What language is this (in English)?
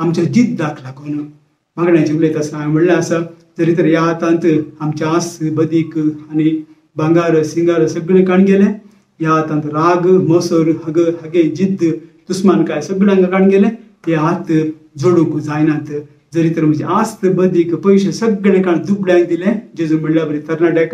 Konkani